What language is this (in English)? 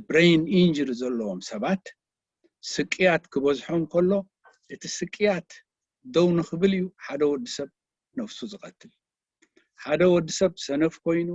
Tigrinya